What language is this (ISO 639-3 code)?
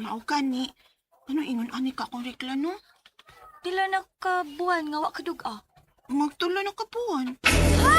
ceb